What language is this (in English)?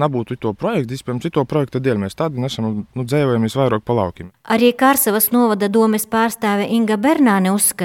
Latvian